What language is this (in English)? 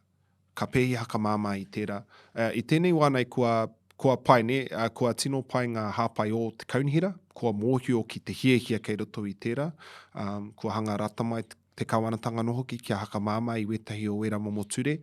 Māori